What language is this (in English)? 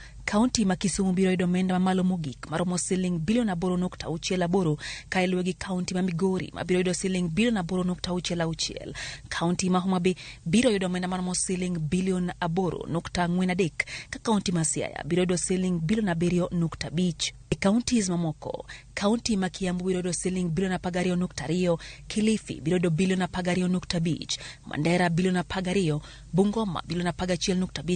Luo (Kenya and Tanzania)